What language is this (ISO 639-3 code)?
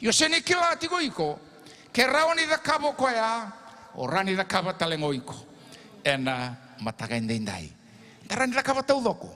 fij